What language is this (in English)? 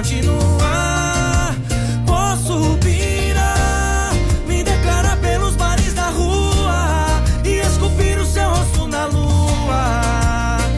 Portuguese